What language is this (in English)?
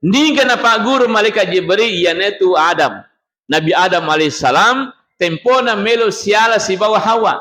Buginese